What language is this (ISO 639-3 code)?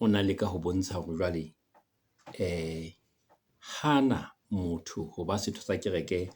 sot